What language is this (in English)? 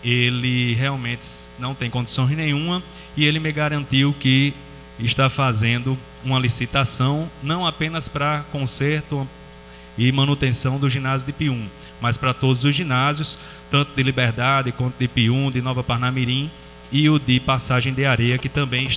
Portuguese